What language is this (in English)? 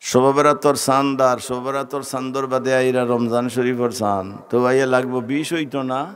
Sylheti